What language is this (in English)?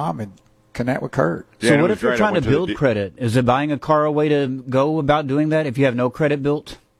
English